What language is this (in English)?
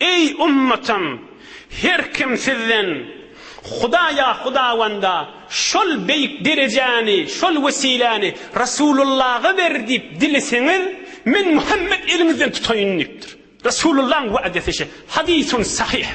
Turkmen